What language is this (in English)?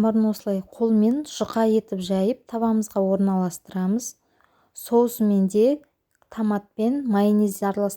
Kazakh